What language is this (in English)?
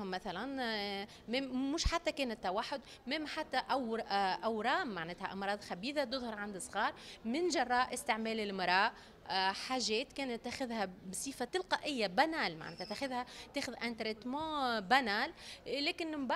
Tunisian Arabic